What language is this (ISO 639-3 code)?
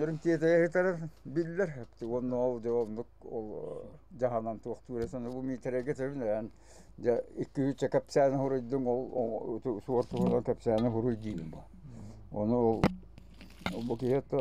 sah